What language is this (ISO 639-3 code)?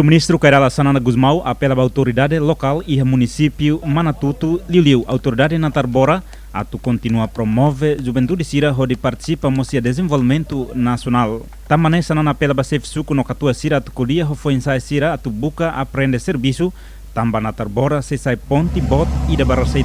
tet